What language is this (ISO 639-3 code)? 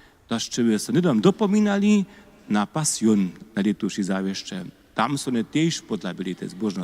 hsb